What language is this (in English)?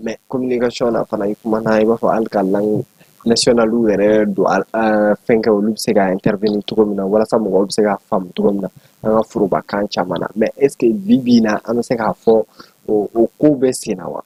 Bambara